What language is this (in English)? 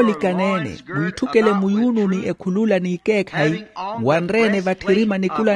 Makhuwa